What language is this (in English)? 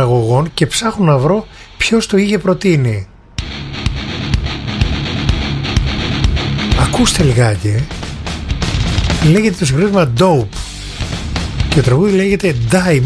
Greek